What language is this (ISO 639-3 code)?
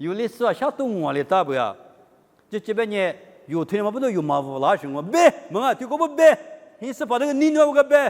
lis